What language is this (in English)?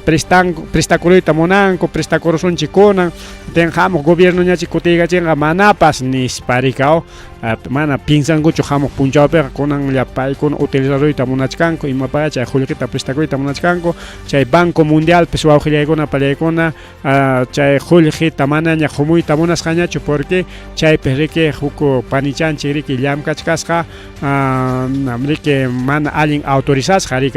Ayacucho Quechua